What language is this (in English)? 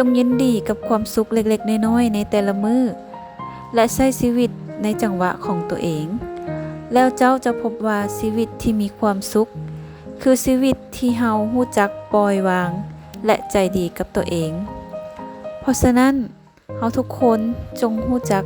Lao